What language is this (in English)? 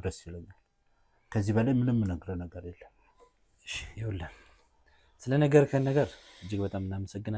Amharic